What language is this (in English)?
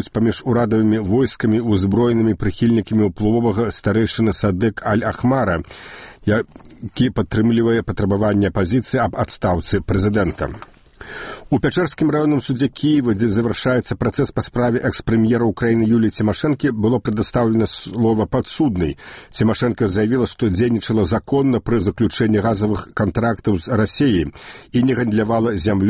Belarusian